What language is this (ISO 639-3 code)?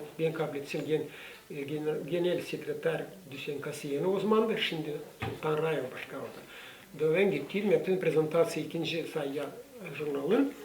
gag